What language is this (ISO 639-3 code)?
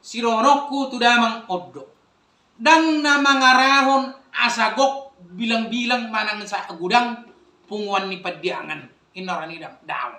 bbc